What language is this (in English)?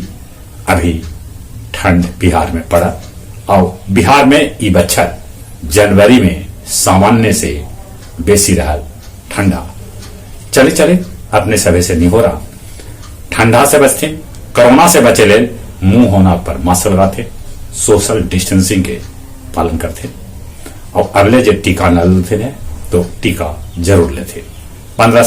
Magahi